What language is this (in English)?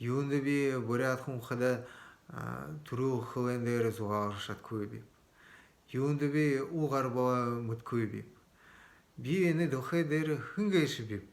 Buriat